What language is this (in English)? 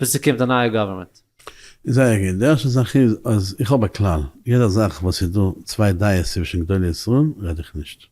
Yiddish